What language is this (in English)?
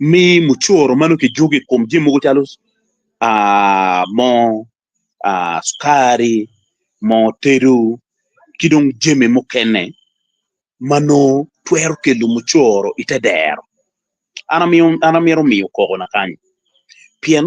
Acoli